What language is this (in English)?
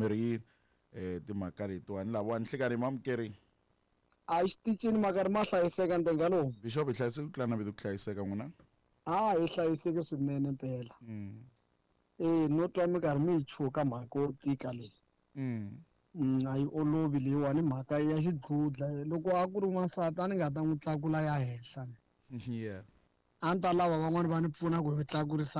Tsonga